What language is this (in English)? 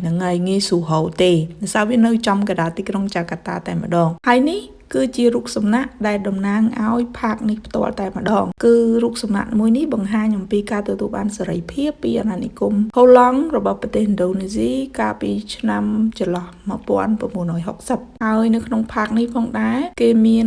Khmer